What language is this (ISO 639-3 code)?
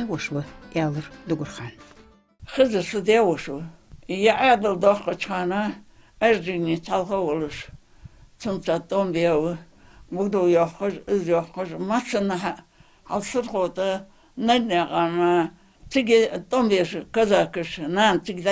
inh